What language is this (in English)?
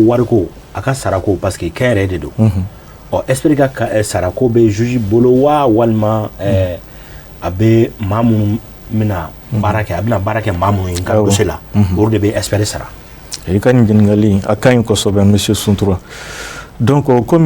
Bambara